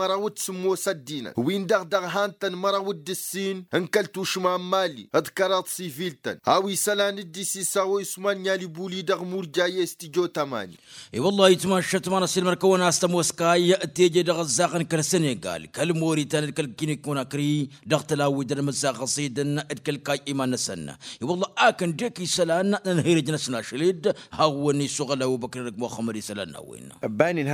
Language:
Tamasheq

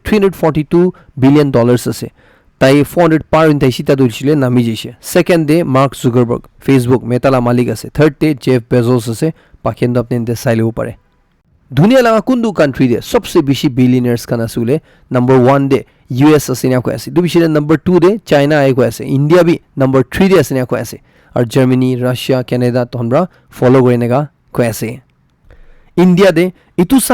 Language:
Naga Pidgin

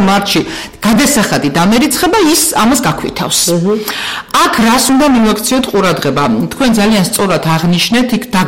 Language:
Georgian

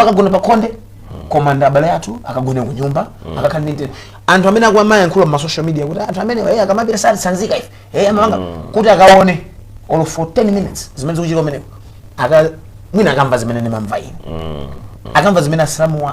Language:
Nyanja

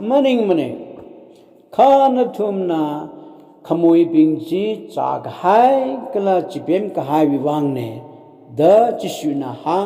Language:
Tangkhul Naga (India)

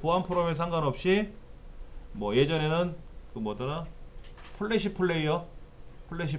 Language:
Korean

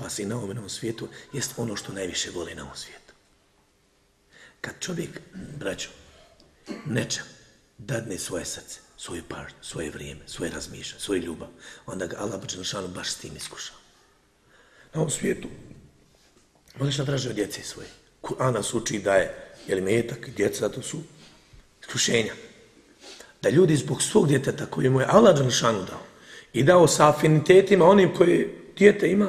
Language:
Bosnian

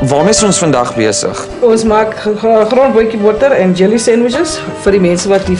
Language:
Afrikaans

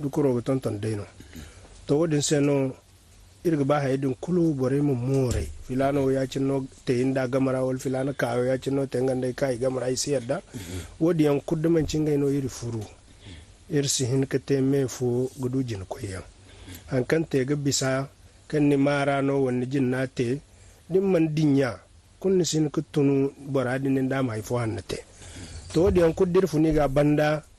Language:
Zarma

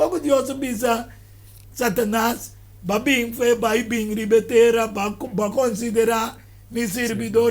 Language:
Papiamento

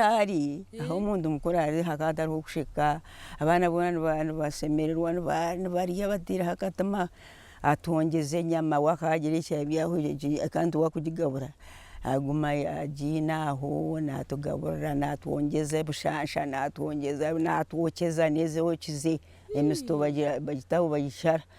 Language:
Nyankole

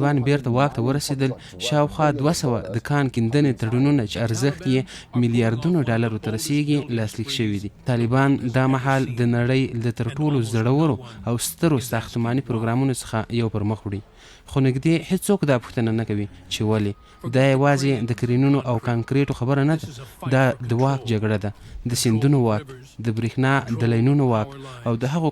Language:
Pashto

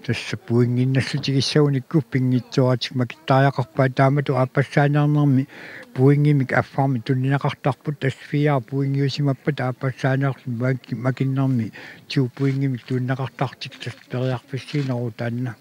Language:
Kalaallisut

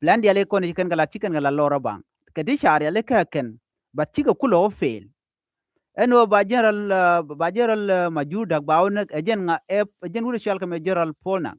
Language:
Nuer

